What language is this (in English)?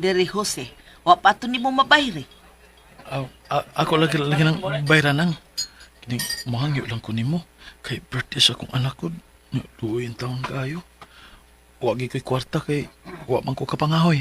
Cebuano